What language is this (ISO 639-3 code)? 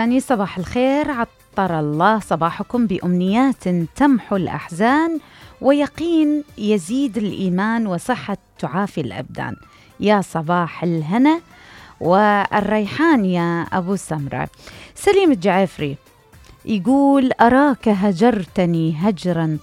acm